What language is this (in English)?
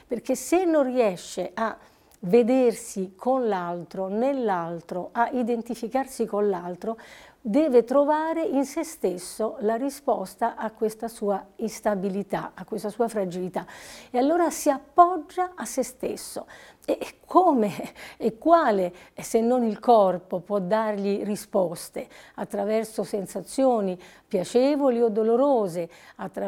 Italian